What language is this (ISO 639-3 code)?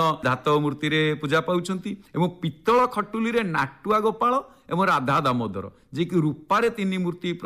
ori